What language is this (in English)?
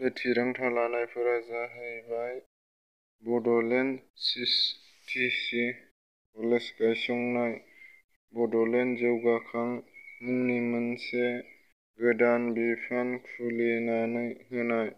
Bodo